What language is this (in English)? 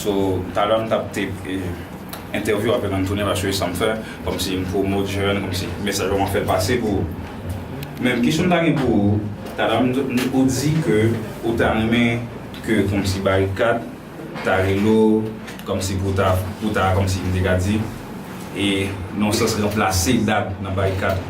Haitian Creole